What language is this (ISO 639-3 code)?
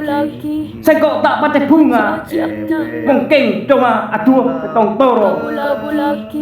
mad